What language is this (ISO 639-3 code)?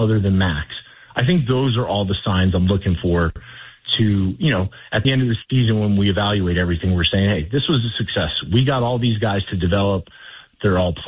eng